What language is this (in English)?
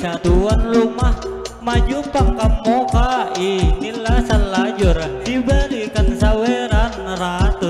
Banjar